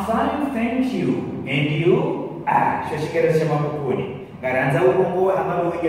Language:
Ngazidja Comorian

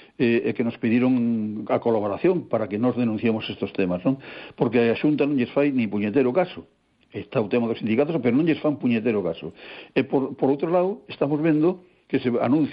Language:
Galician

